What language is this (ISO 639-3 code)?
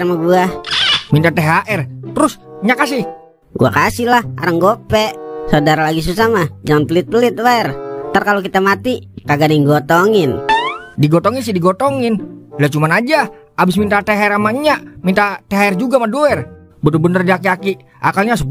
bew